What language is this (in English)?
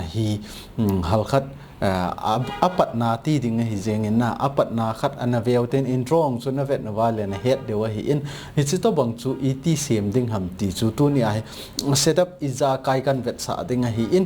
Thado Chin